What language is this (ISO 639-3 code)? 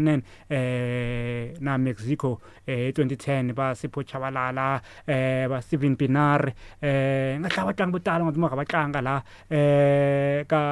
tso